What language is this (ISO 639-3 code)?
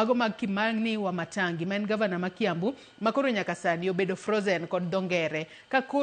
luo